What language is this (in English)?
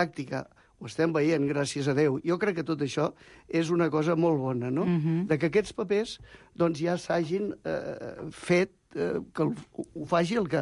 Catalan